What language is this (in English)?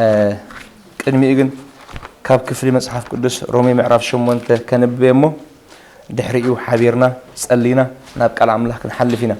Tigrinya